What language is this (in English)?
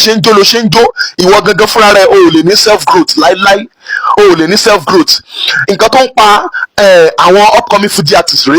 Yoruba